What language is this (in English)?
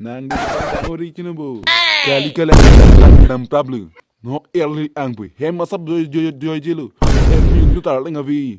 Karbi